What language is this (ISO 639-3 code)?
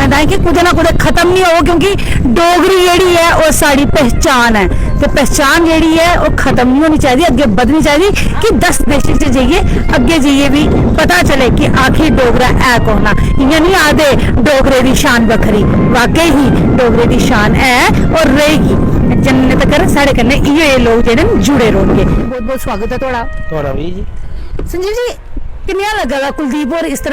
doi